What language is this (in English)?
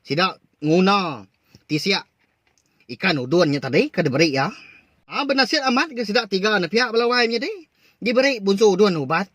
Iban